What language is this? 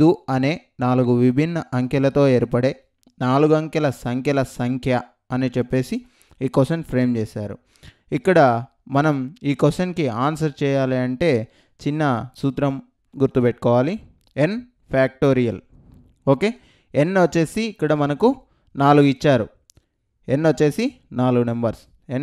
Telugu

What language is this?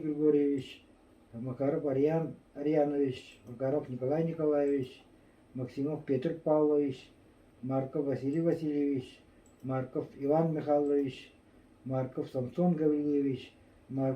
Yakut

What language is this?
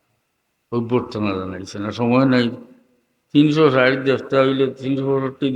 Sylheti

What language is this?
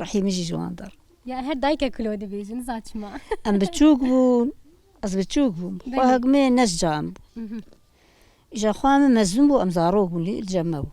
Kurdish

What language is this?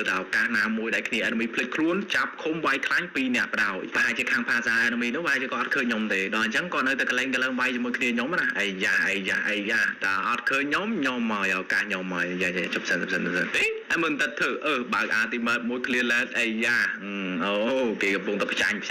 Khmer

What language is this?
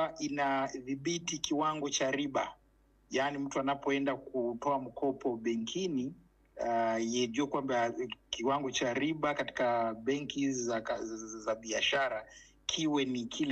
Swahili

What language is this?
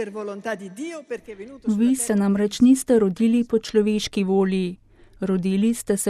Slovenian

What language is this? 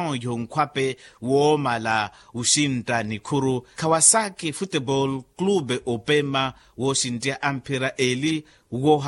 Makhuwa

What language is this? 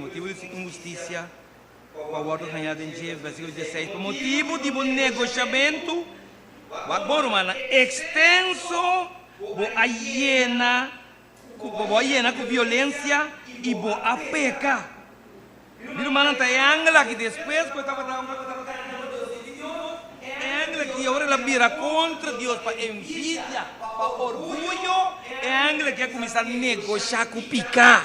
Papiamento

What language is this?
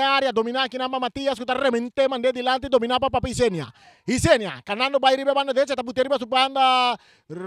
Papiamento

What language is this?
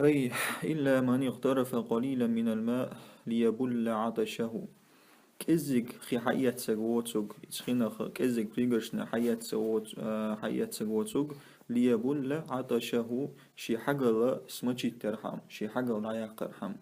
Chechen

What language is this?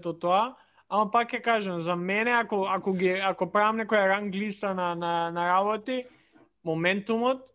Macedonian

